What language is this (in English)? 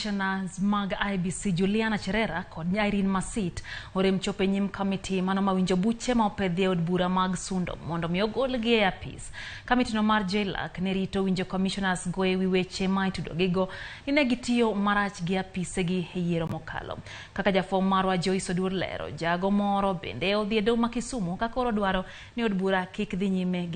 Luo (Kenya and Tanzania)